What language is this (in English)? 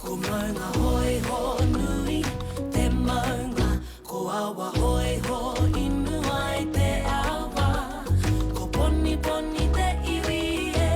Māori